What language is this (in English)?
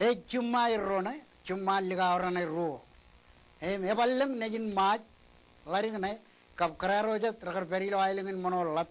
Marshallese